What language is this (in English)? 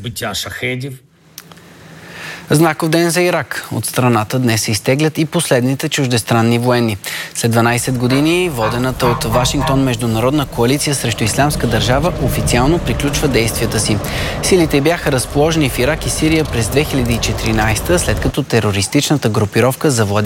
Bulgarian